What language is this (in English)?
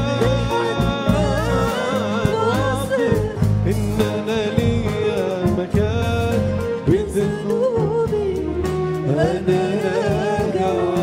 Egyptian Arabic